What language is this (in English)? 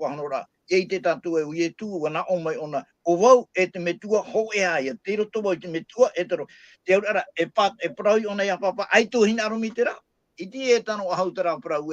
Tahitian